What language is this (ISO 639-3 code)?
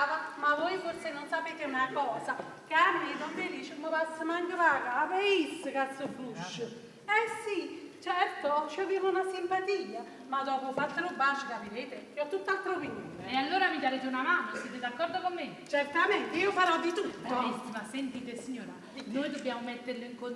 nap